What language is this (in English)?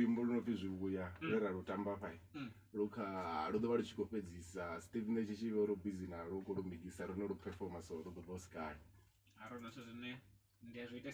Venda